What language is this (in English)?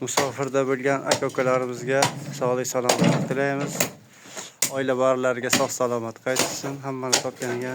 Uzbek